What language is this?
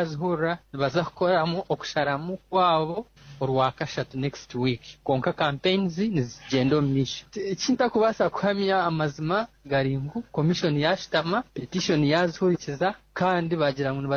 Nyoro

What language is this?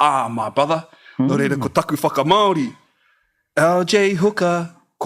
Māori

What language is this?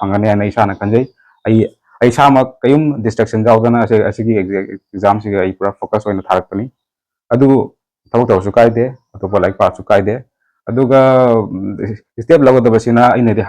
Manipuri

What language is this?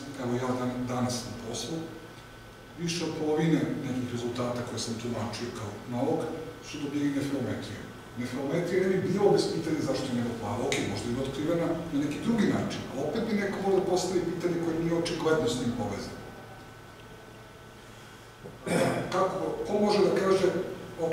Serbian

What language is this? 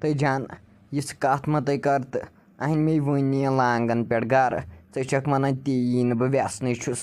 Kashmiri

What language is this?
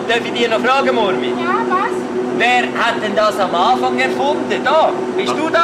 Swiss German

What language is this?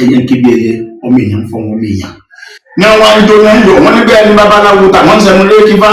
Yoruba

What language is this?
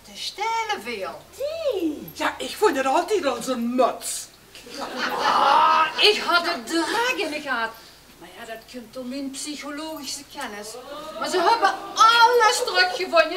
Limburgish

